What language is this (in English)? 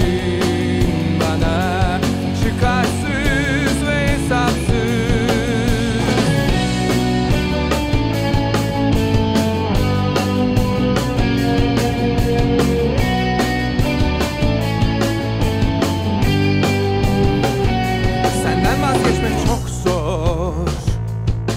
Turkish